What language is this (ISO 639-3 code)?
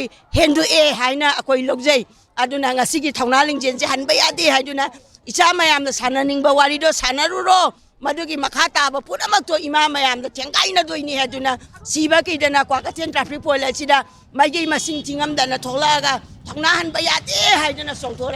mni